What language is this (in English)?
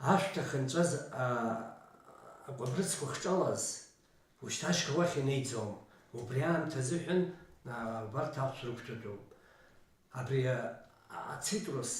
Abkhazian